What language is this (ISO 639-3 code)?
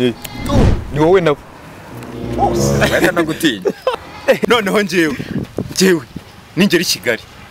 kin